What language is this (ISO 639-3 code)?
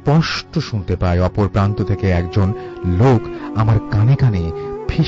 ben